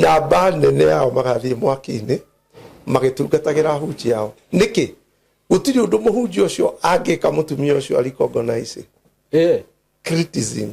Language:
Kikuyu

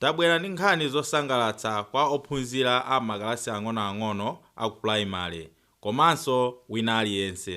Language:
Nyanja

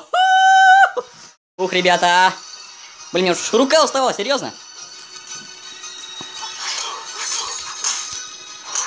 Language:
Russian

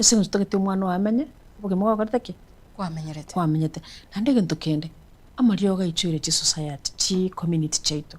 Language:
Gusii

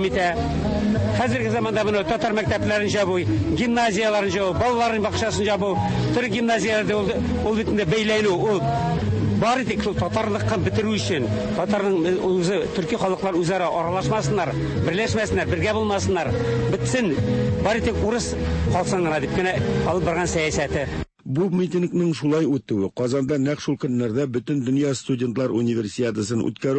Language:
Tatar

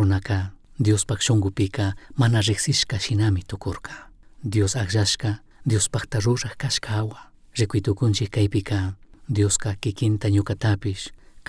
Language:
Chimborazo Highland Quichua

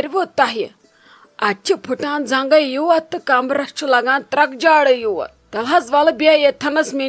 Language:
Kashmiri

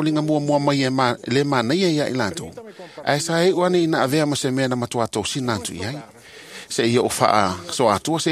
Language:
Samoan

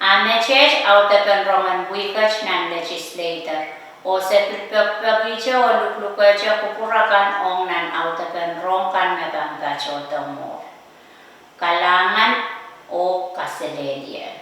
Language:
Pohnpeian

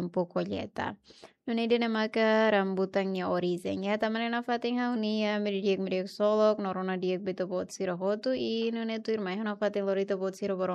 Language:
Tetum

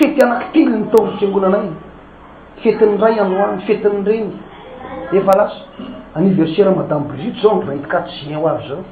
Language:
Malagasy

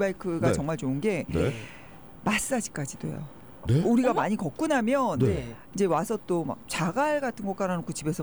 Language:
Korean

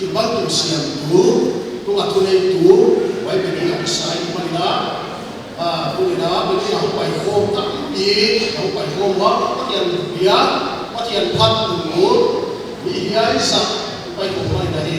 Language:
Paite Chin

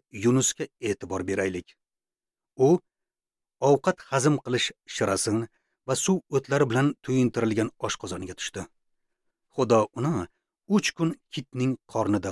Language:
Uzbek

